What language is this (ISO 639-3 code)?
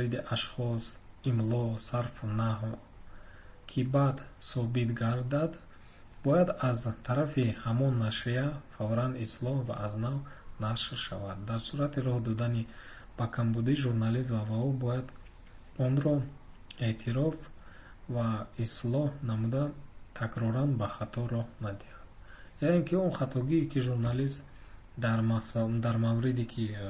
tgk